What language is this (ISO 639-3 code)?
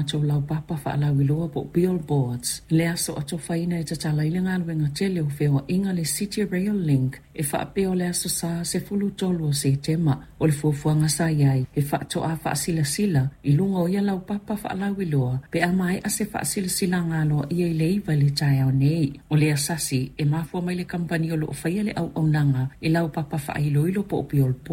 smo